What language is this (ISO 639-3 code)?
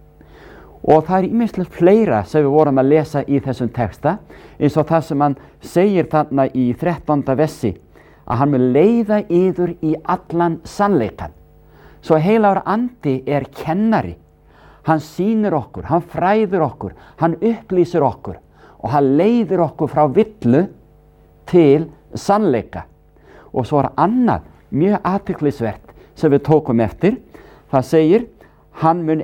isl